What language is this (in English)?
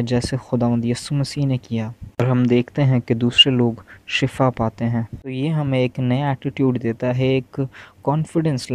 Urdu